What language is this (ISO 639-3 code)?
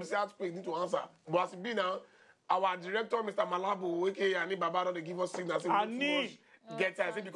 pcm